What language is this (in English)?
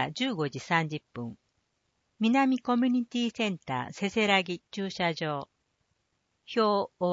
Japanese